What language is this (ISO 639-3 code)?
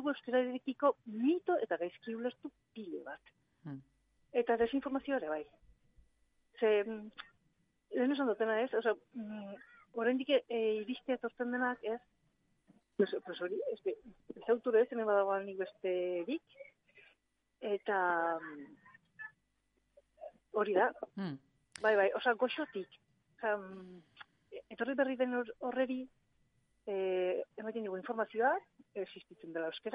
eus